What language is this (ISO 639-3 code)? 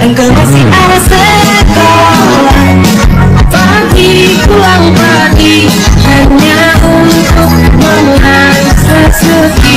bew